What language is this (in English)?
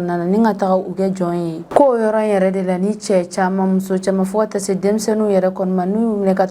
Bambara